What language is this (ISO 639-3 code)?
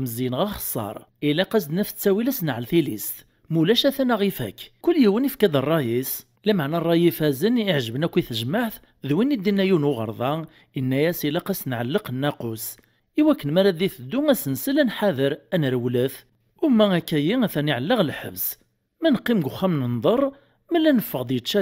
kab